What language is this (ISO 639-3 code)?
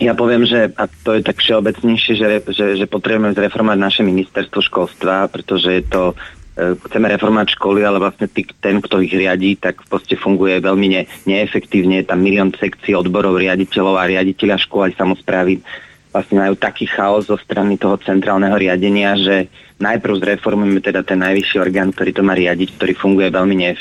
slk